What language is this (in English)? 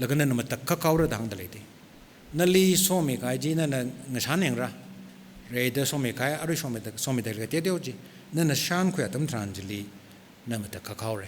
Tangkhul Naga (India)